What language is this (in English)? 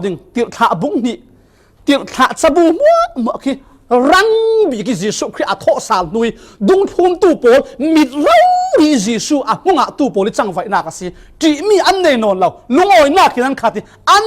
Falam Chin